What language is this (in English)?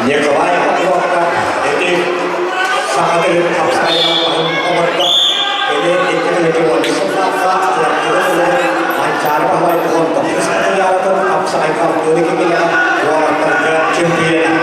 Yakut